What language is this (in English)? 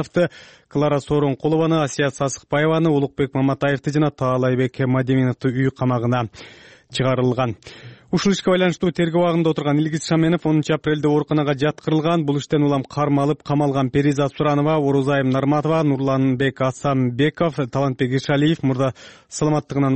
Kyrgyz